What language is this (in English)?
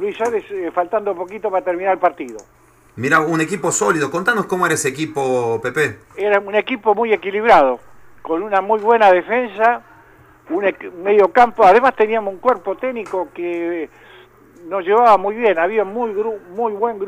Spanish